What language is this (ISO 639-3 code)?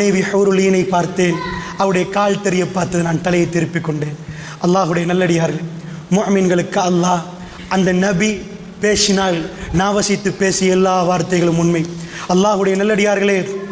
tam